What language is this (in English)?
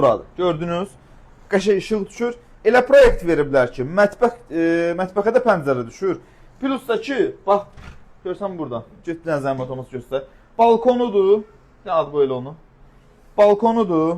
Azerbaijani